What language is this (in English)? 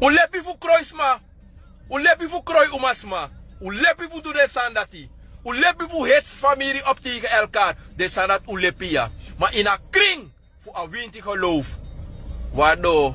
Sranan Tongo